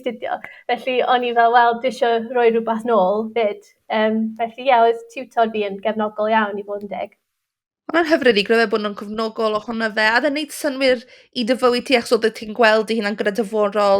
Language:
Welsh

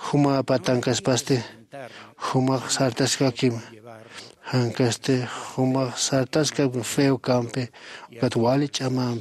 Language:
Aymara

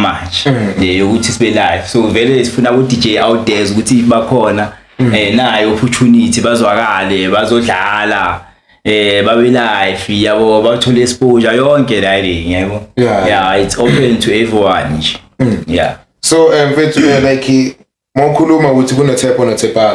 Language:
Zulu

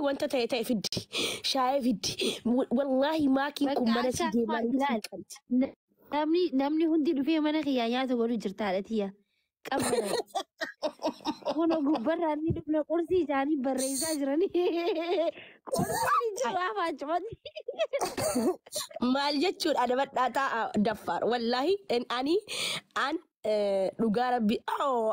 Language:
Oromo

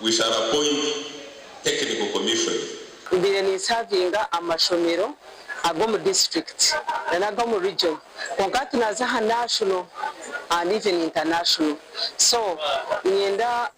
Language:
Nyankole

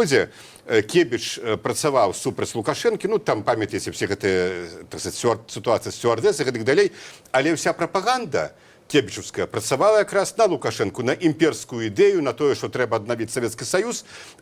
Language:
Belarusian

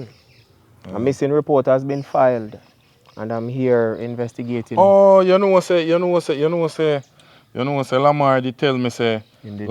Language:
Jamaican Creole English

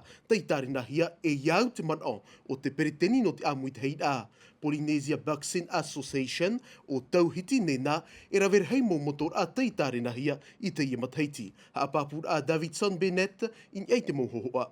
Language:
Tahitian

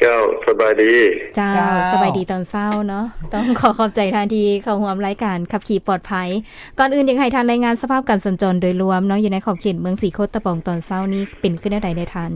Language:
Lao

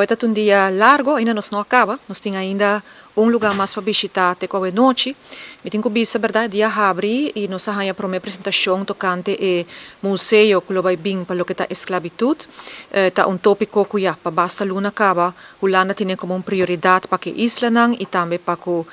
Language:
Papiamento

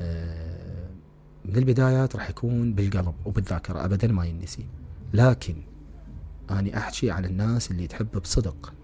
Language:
Mesopotamian Arabic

